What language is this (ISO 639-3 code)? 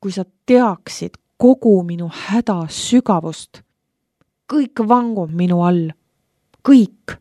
est